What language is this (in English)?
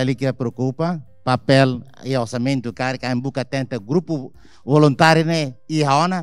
Tetum